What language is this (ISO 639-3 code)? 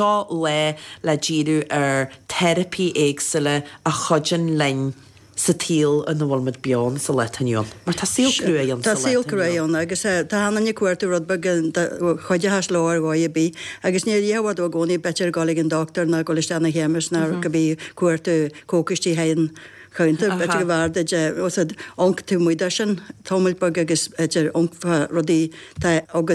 gle